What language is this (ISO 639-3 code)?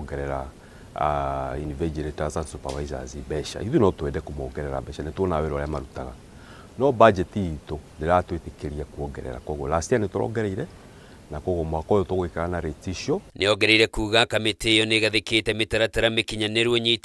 kik